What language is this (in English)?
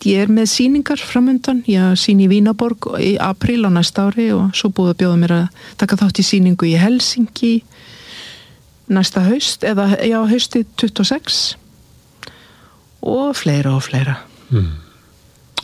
Icelandic